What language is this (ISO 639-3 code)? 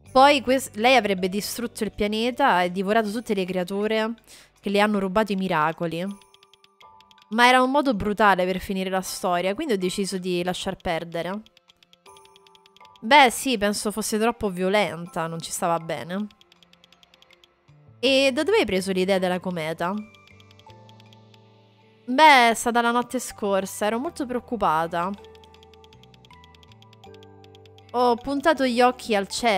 ita